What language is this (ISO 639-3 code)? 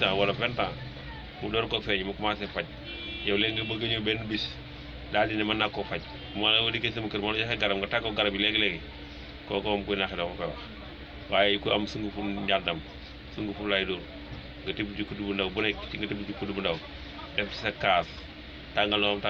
wol